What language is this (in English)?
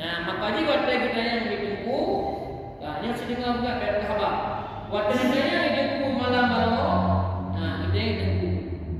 Achinese